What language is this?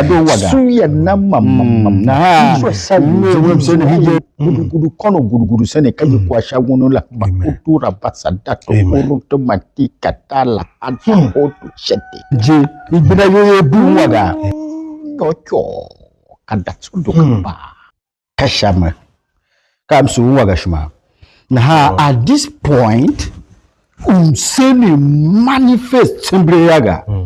Tiv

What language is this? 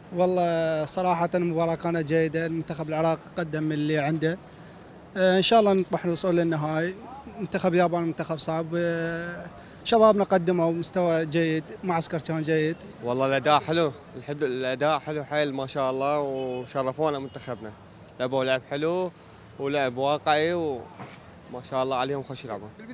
Mesopotamian Arabic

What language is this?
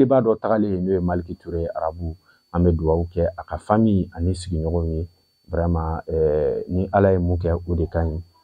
Bambara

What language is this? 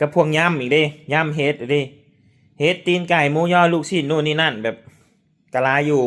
Northeastern Thai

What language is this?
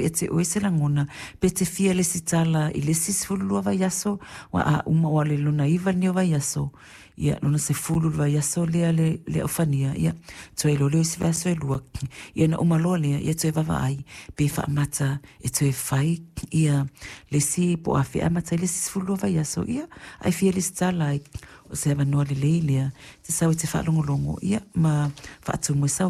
Samoan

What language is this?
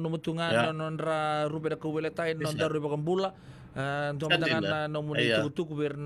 Fijian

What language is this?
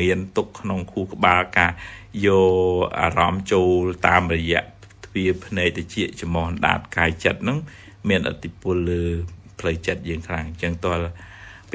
Khmer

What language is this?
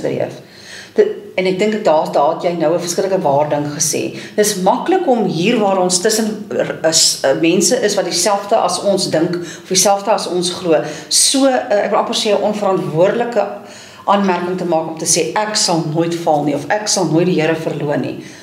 Afrikaans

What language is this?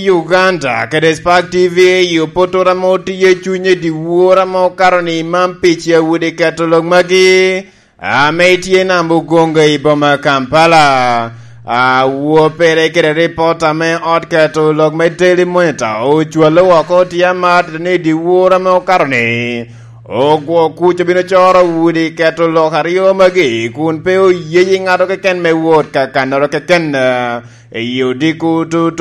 Lango (Uganda)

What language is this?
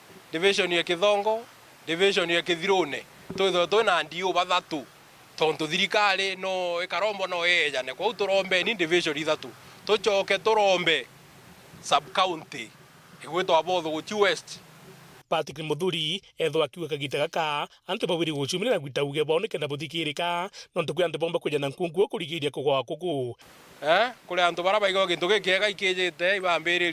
Meru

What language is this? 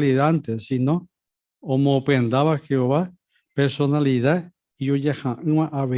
Guarani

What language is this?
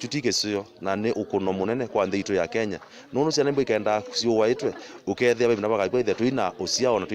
Kamba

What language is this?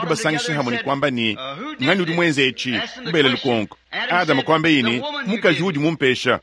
Luba-Lulua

